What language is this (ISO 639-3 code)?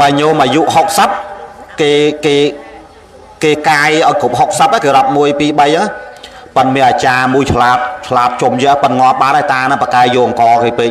khm